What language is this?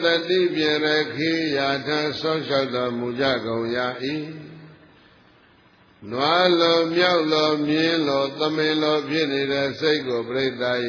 Burmese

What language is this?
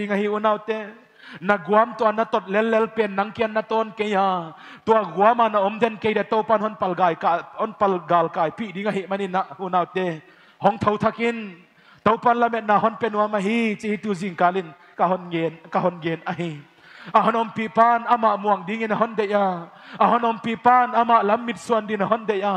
Paite Chin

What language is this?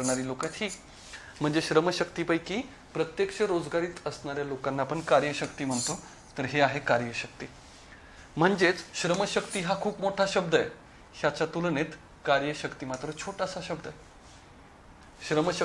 Marathi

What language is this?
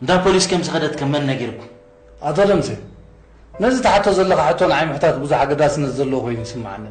Tigrinya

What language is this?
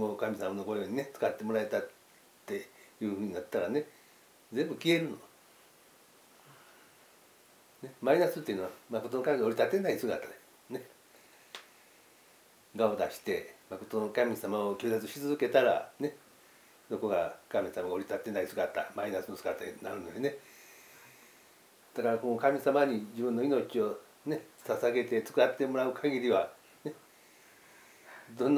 Japanese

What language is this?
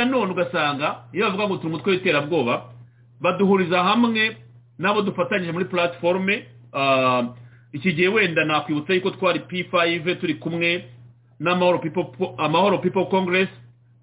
Kinyarwanda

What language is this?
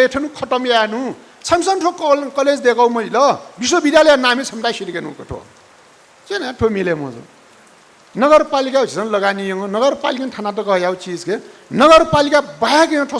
Newari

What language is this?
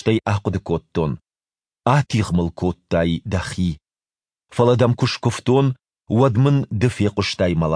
Ossetic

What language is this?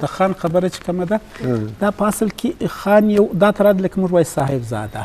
Eastern Balochi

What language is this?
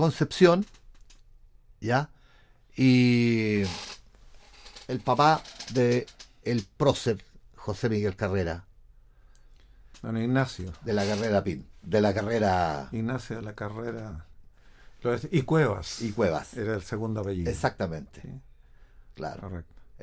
Spanish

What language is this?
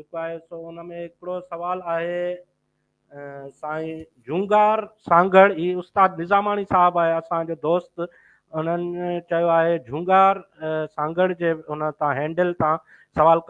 Sindhi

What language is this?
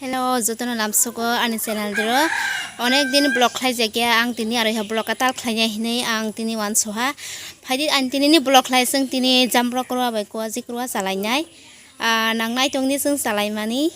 Kok Borok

